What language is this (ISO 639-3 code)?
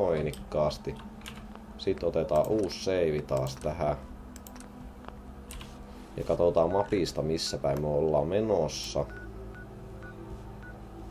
fin